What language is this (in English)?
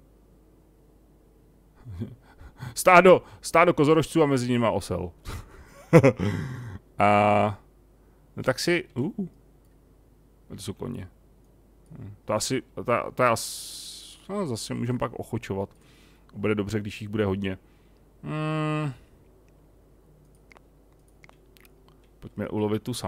Czech